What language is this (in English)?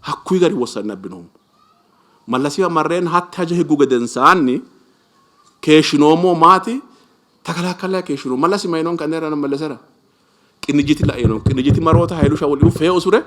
Sidamo